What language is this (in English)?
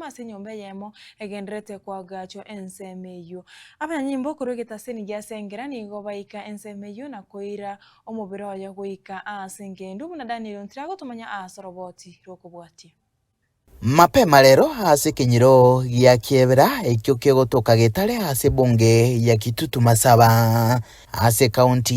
Gusii